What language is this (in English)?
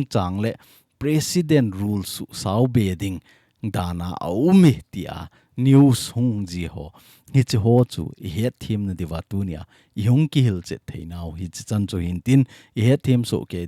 Thado Chin